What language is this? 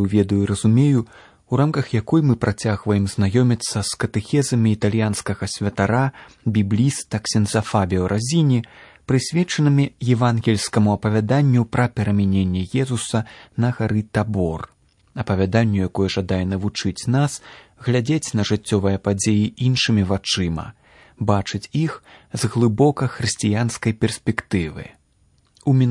Belarusian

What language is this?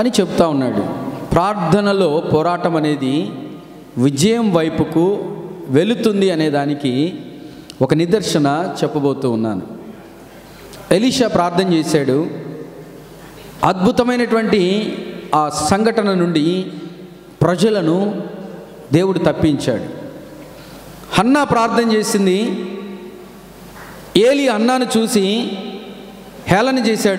Telugu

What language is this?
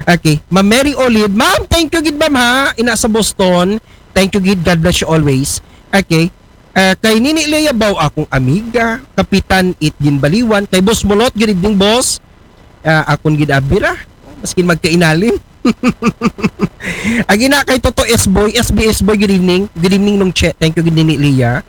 Aklanon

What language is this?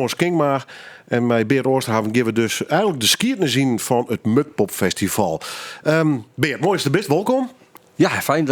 Western Frisian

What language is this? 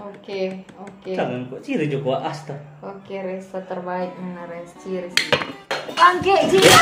Manado Malay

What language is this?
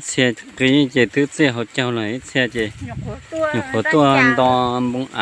Hmong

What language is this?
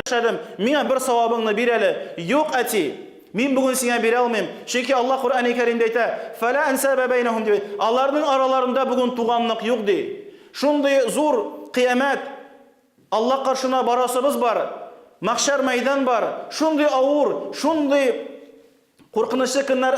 Tatar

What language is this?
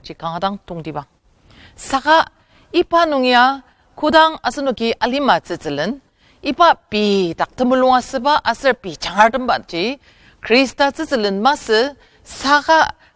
Ao Naga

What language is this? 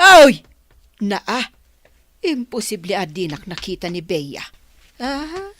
Iloko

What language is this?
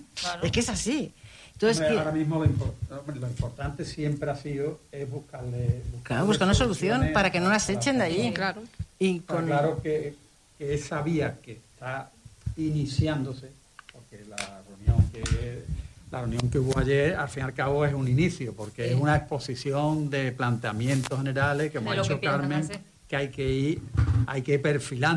Spanish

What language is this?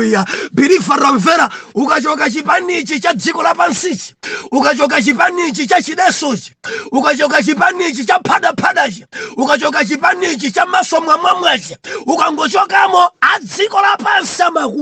Nyanja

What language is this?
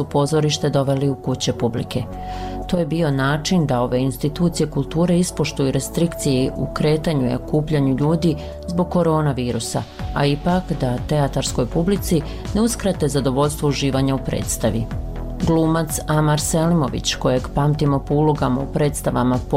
Bosnian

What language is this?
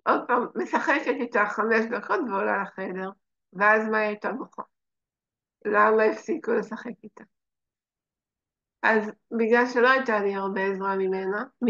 Hebrew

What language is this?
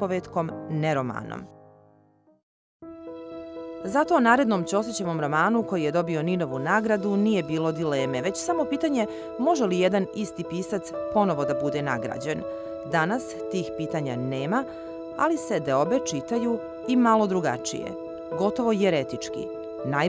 Serbian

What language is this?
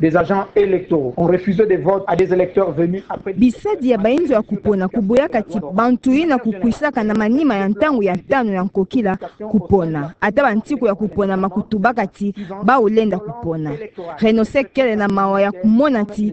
Kituba (Democratic Republic of Congo)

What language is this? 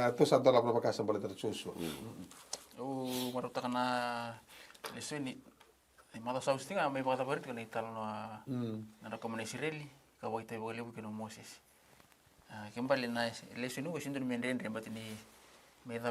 Fijian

